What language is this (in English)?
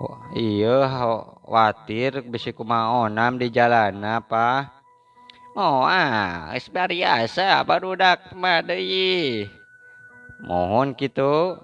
Sundanese